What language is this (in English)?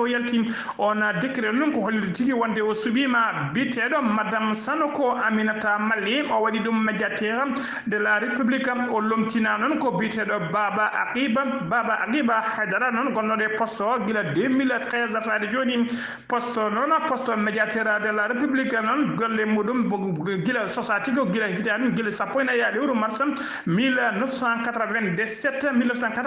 Fula